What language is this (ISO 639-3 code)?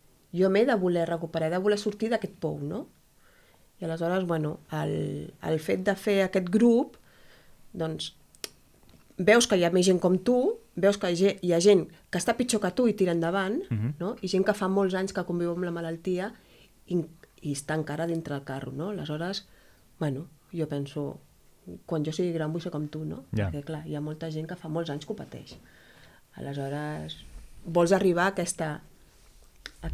cat